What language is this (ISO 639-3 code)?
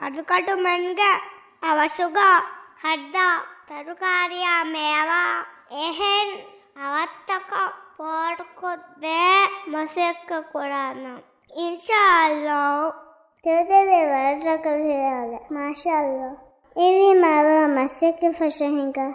div